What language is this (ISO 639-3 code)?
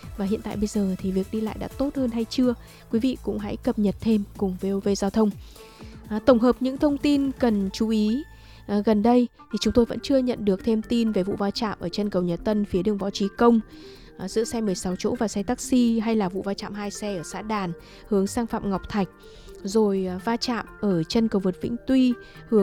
vie